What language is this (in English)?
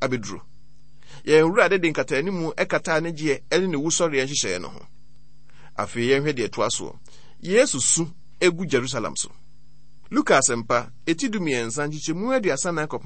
Akan